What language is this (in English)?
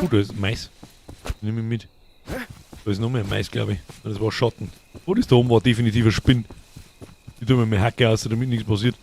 Bavarian